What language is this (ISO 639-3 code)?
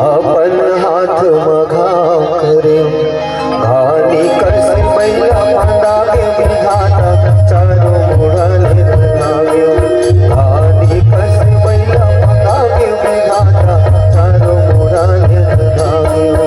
hne